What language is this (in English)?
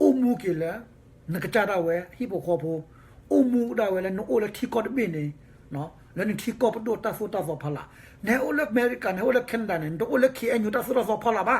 S'gaw Karen